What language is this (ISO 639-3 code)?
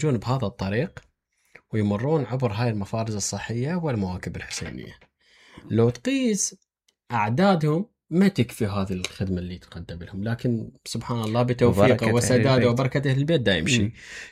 acm